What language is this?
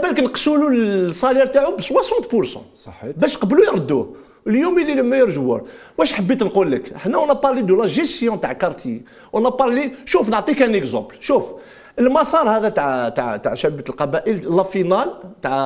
Algerian Arabic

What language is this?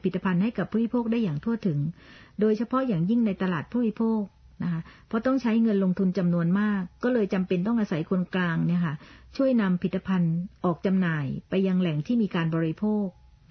Thai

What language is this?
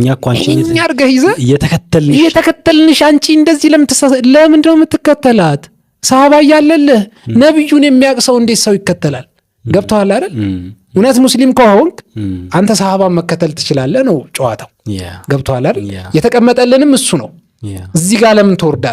Amharic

